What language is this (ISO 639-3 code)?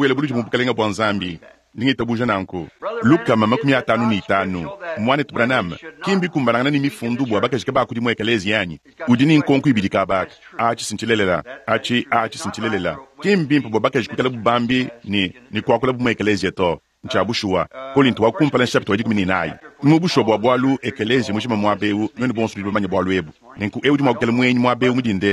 lua